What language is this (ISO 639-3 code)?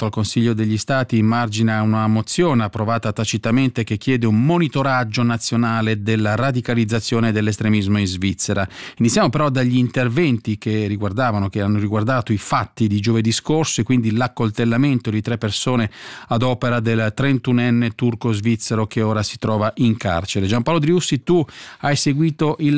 ita